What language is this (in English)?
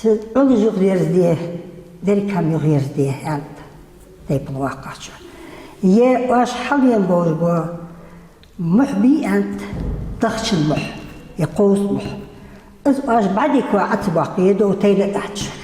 Ingush